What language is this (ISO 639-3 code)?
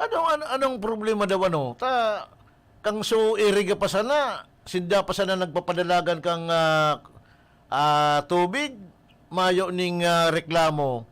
bik